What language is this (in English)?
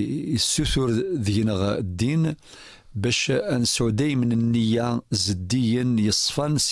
Kabyle